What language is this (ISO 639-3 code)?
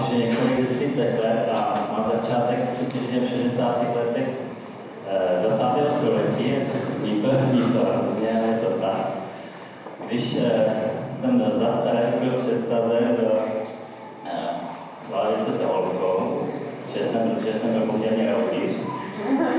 ces